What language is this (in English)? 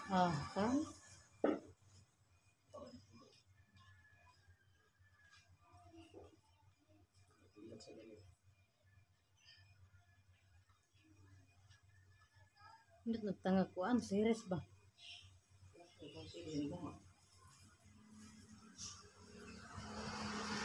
Filipino